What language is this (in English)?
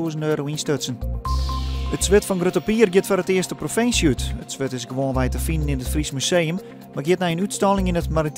Western Frisian